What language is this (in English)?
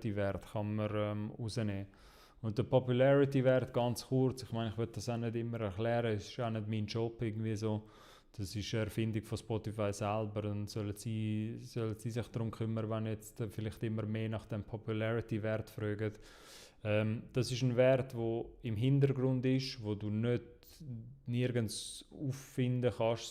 Swiss German